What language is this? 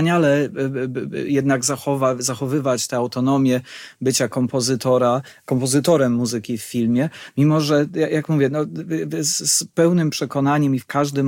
Polish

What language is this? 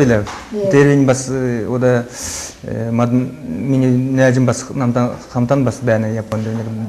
Kalmyk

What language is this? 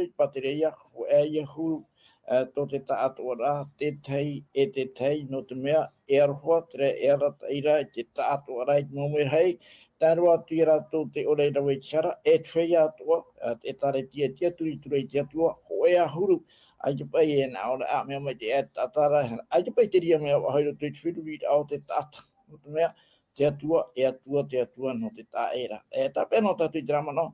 Tahitian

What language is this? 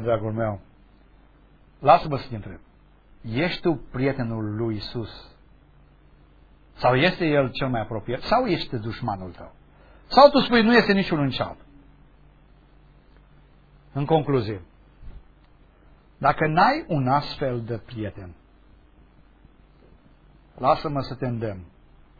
Romanian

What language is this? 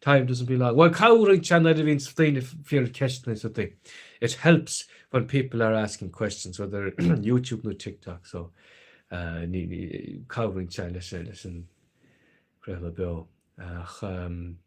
Irish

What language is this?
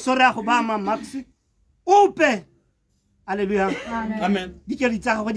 Tswana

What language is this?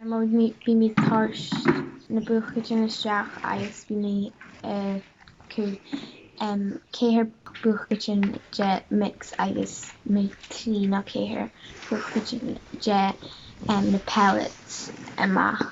Scottish Gaelic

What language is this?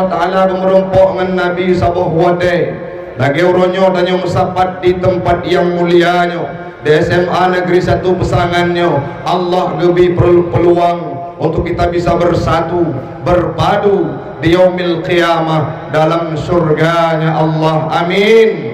Achinese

